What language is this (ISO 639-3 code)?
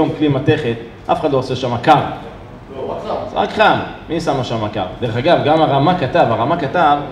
heb